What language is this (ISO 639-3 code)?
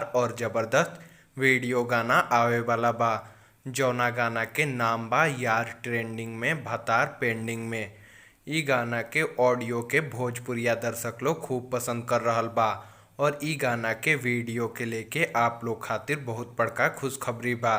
bho